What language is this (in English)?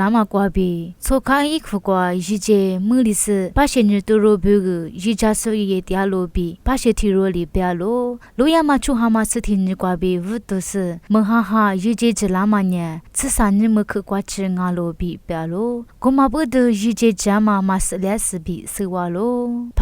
Lisu